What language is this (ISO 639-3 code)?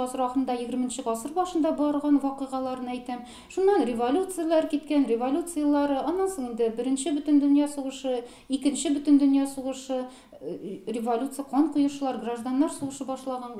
tat